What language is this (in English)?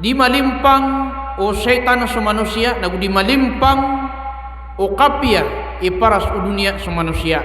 Maranao